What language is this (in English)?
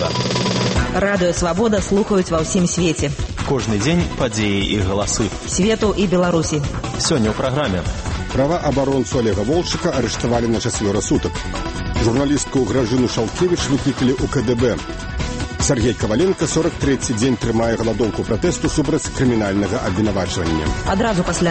Belarusian